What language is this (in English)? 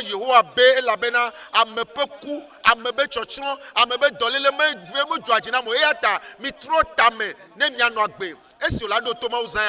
Ewe